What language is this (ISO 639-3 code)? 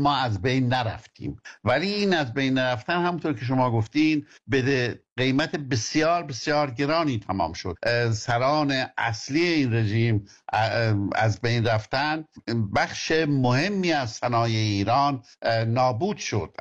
fas